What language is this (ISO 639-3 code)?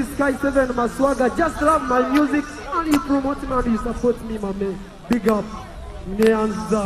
nyn